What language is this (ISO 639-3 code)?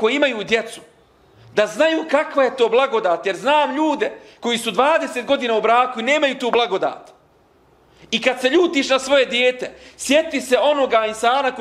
bos